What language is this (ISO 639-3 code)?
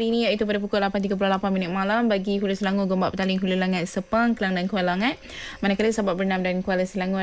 msa